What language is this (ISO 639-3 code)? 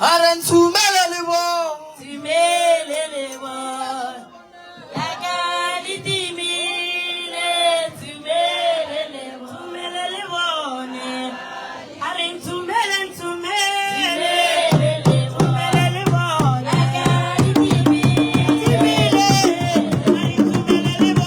nso